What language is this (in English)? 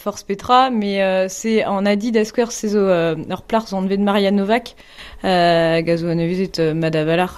Breton